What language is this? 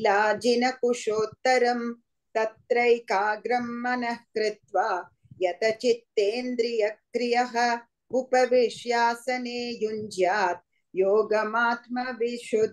Sanskrit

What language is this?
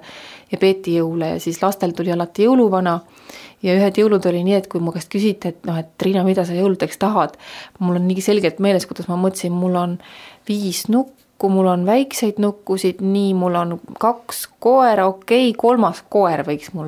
Estonian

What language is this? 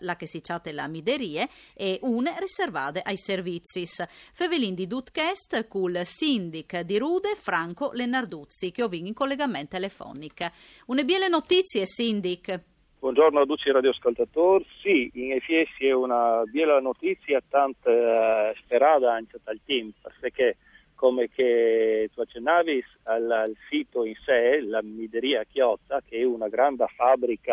Friulian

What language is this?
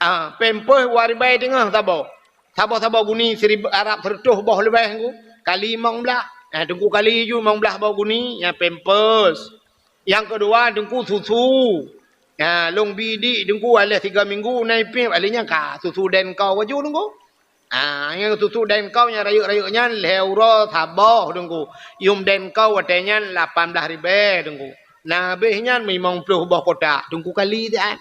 Achinese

